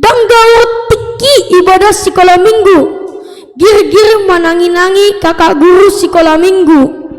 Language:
Batak Toba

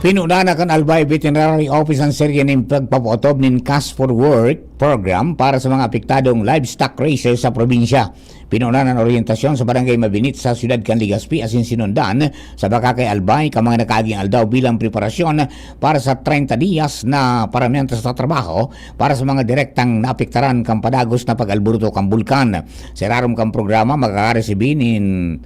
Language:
Bikol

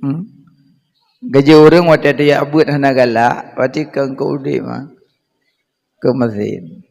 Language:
Achinese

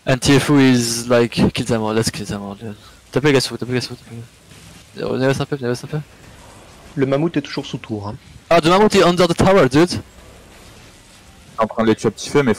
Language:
French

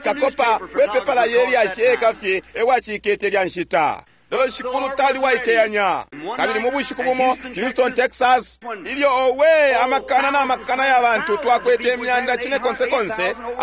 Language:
Bemba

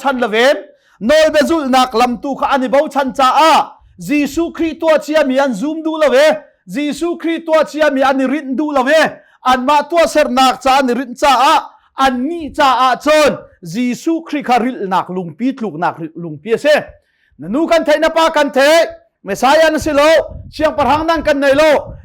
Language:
Hakha Chin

